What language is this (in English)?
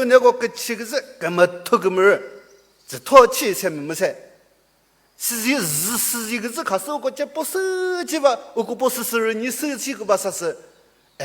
Chokri Naga